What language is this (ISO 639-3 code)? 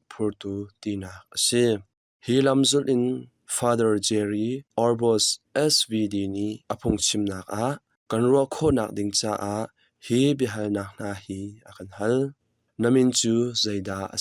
cnh